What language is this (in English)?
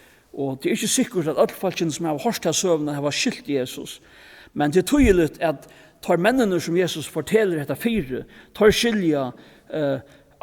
Faroese